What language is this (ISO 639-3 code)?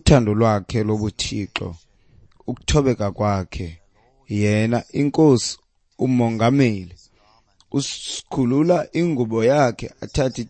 xho